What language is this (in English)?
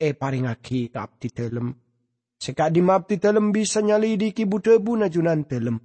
Madurese